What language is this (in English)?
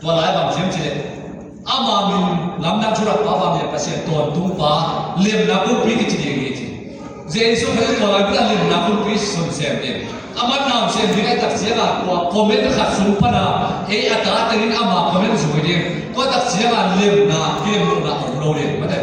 Tedim Chin